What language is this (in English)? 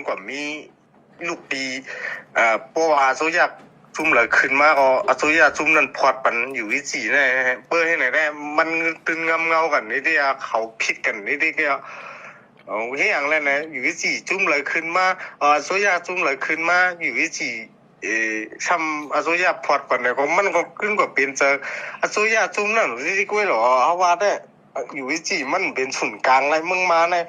Shan